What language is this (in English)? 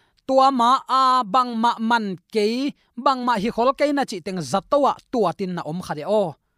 Tedim Chin